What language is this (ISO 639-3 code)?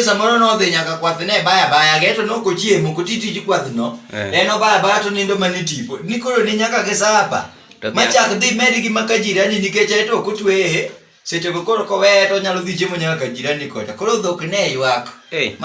luo